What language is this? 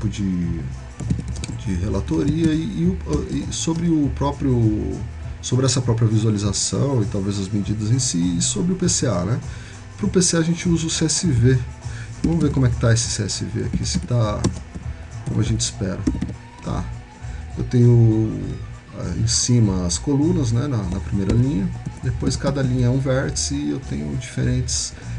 Portuguese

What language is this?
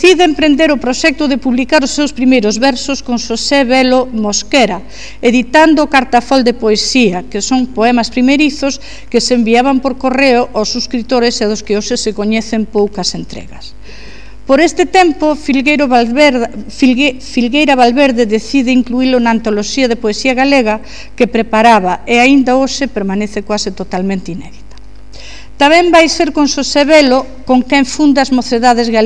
Galician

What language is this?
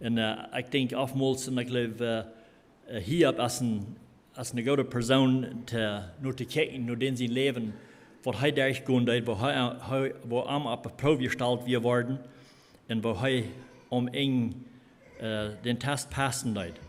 Plautdietsch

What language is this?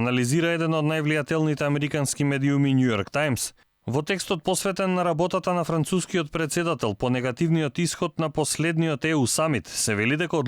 Macedonian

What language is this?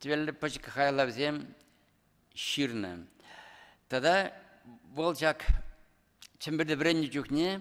Chuvash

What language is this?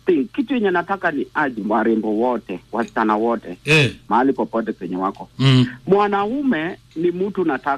Swahili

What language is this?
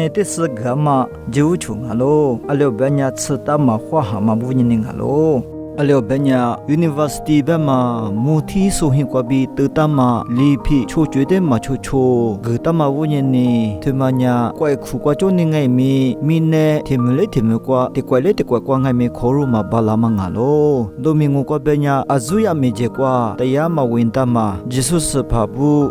Lisu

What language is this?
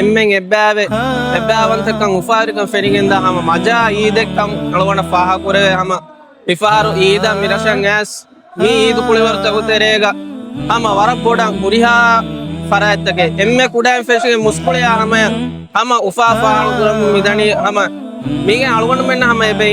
Divehi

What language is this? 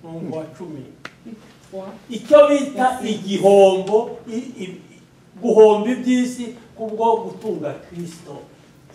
Kinyarwanda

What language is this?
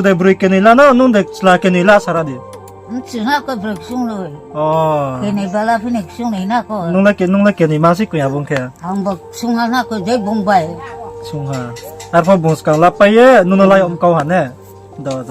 Riang (India)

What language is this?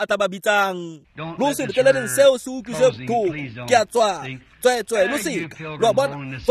Tswana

